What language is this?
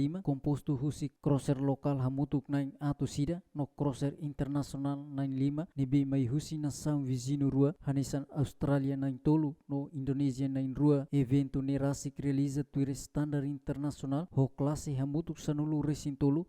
Tetum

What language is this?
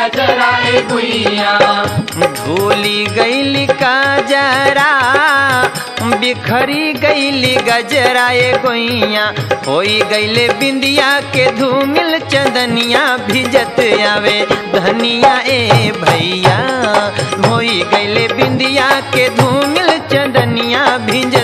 Bhojpuri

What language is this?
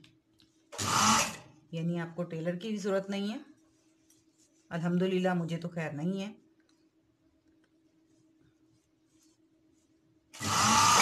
Hindi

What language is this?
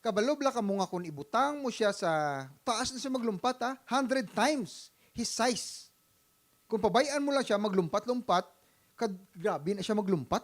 Hiligaynon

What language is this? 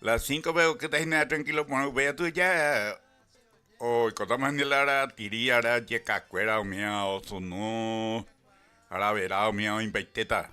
Guarani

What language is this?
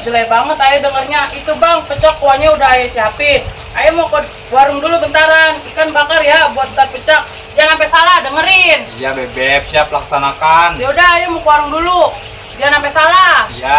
Betawi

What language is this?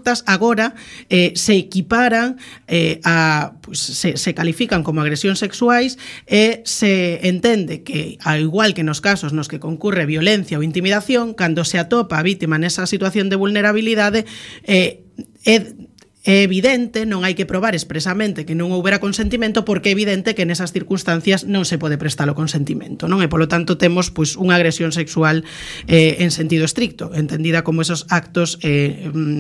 Galician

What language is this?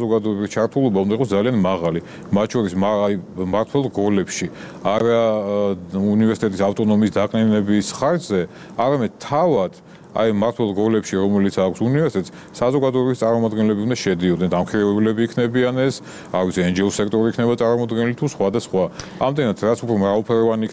Georgian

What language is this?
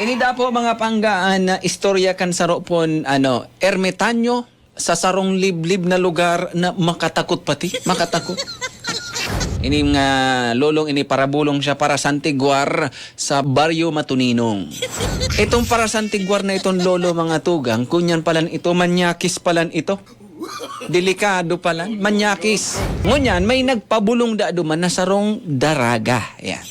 Bikol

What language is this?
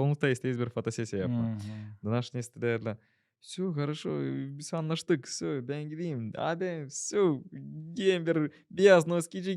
Gagauz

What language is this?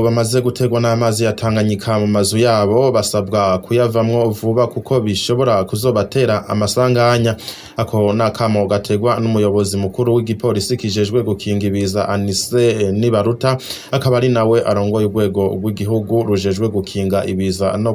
Rundi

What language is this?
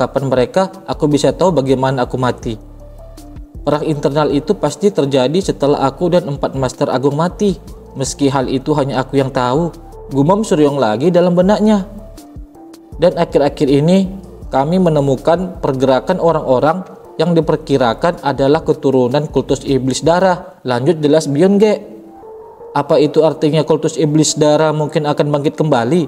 Indonesian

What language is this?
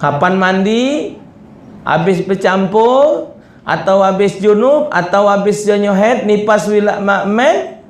Musi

